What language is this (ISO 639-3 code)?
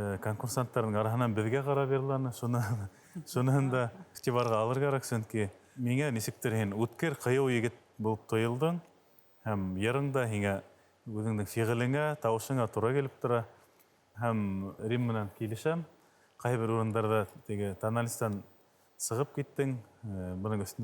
bak